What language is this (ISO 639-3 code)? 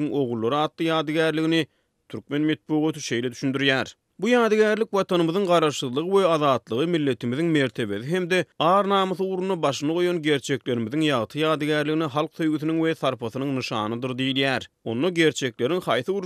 tuk